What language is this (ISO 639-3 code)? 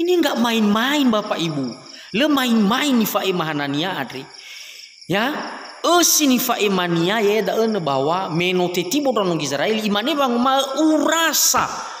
nia